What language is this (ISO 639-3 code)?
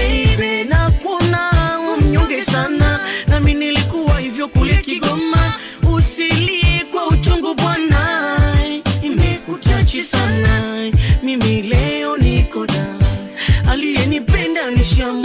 swa